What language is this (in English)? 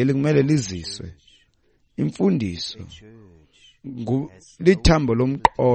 Xhosa